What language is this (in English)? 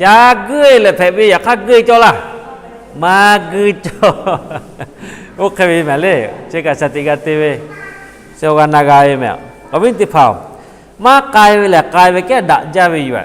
Lahu